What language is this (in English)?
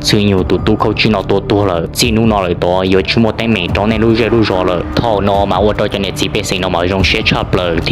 Hmong